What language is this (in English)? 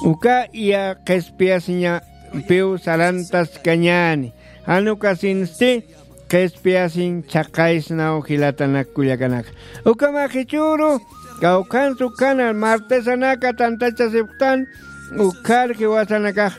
Aymara